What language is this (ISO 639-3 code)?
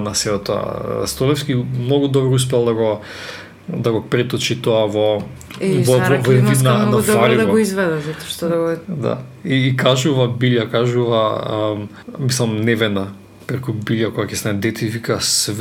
mkd